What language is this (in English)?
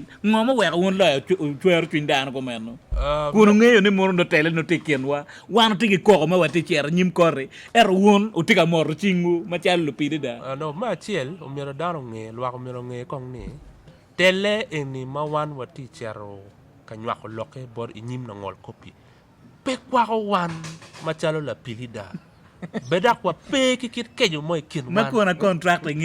Acoli